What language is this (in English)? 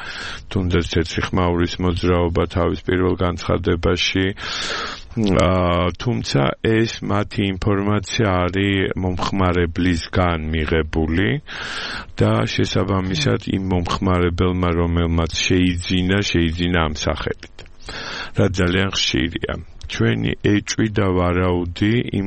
Georgian